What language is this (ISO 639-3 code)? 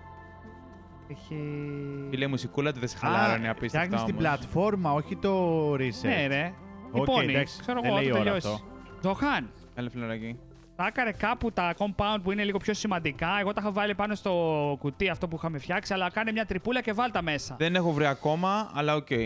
ell